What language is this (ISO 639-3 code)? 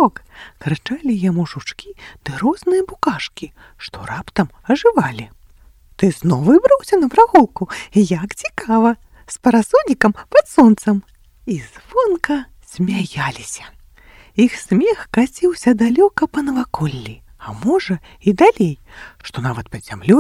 bel